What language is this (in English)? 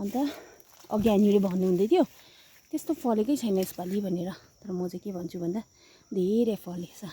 Nepali